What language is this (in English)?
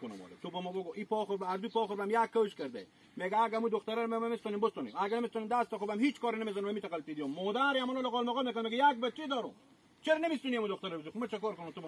Hazaragi